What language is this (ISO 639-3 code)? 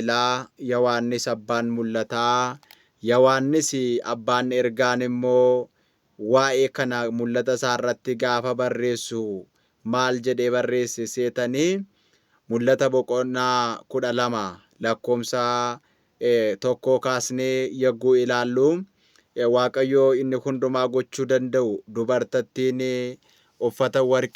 orm